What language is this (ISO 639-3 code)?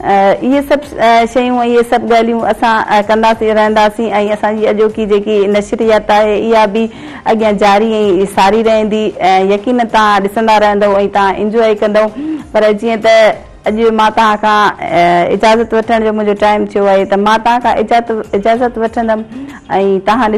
snd